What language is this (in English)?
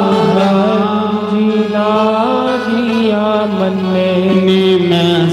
Dogri